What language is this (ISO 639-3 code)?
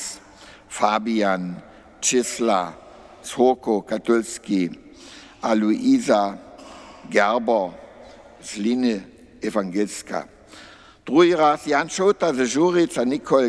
hsb